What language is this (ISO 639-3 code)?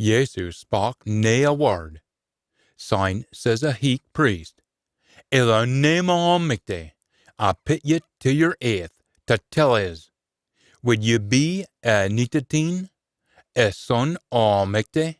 sco